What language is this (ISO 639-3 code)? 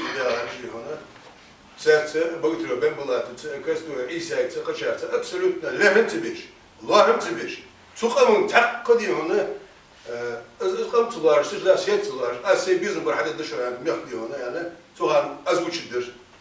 inh